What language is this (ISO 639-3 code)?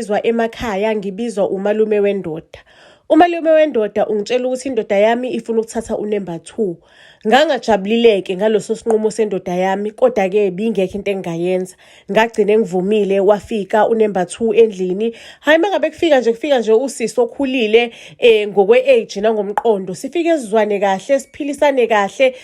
zul